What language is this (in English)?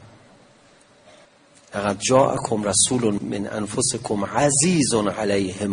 Persian